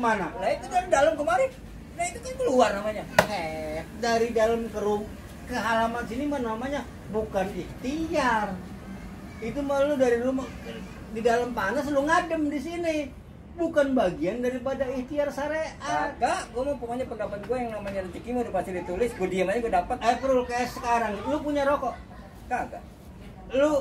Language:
Betawi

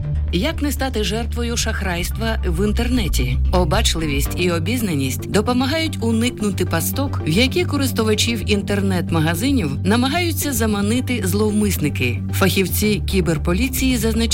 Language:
Ukrainian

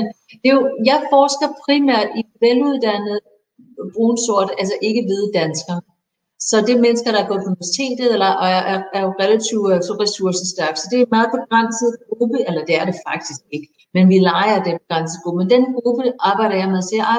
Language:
Danish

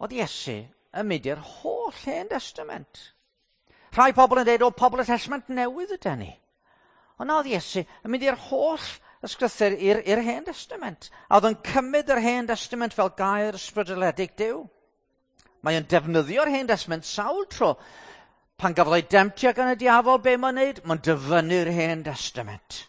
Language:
Welsh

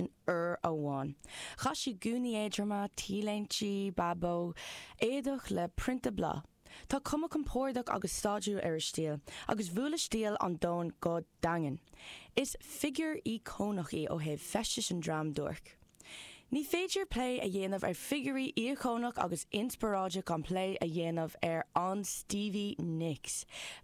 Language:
Irish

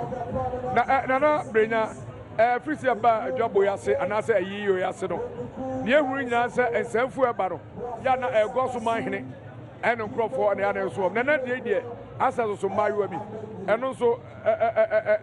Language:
Akan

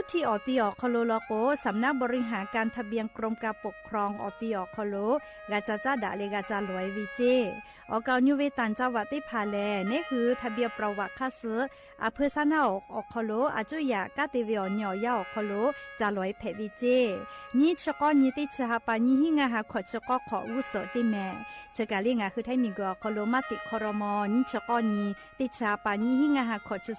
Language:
Lahu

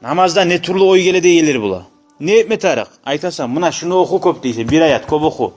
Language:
Kumyk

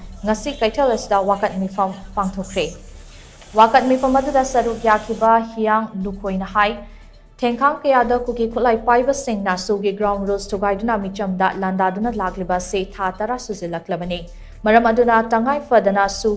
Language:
Manipuri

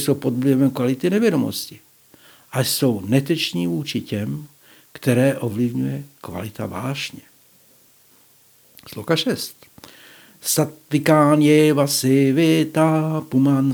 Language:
Czech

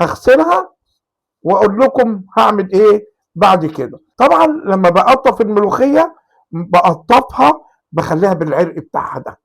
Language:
Egyptian Arabic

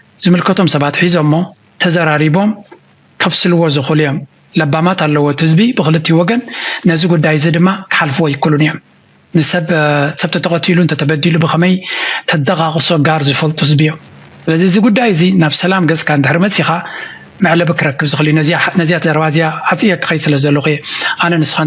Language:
Tigrinya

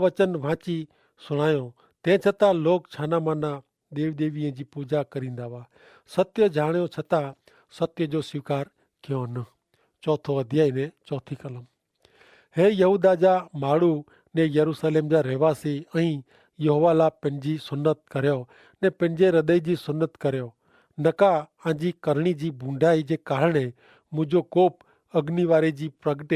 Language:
Kachhi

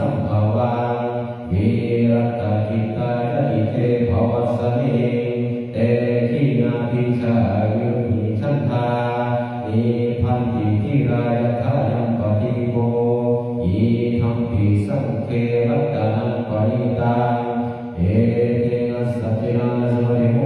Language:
Pali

